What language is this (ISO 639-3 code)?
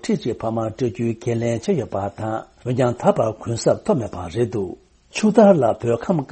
bod